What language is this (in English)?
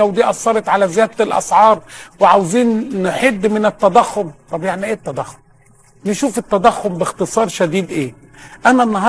Egyptian Arabic